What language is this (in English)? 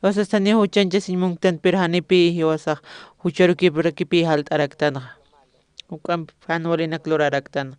Aymara